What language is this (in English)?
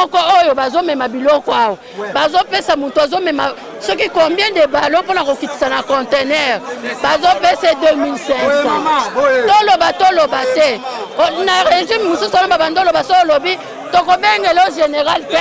Lingala